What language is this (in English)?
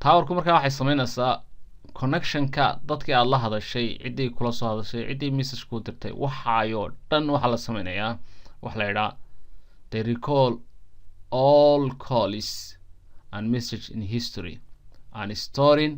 Somali